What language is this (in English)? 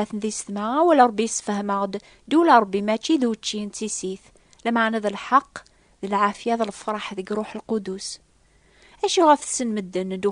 Kabyle